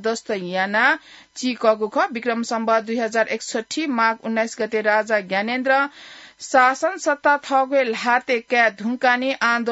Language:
Newari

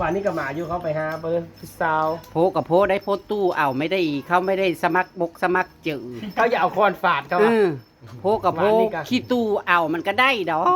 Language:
Northeastern Thai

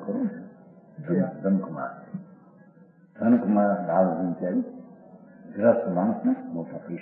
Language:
Gujarati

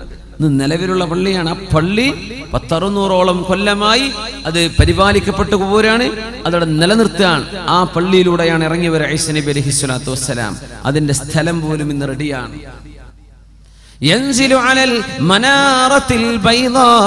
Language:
Malayalam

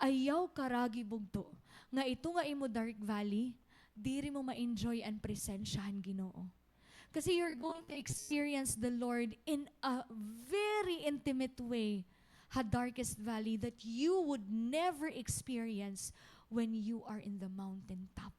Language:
Waray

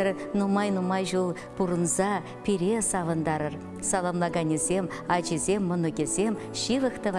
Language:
Chuvash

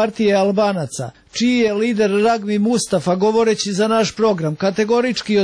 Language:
Serbian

